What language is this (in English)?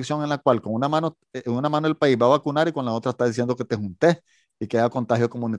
Spanish